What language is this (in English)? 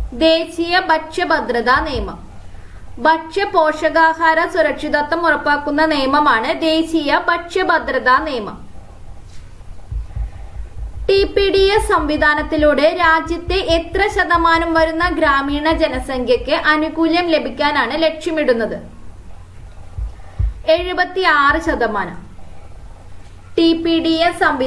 Malayalam